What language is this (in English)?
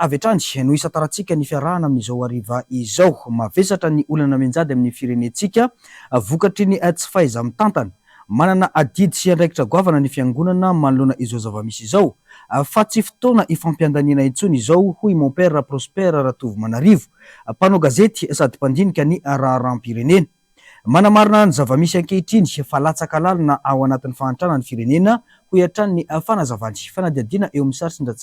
Malagasy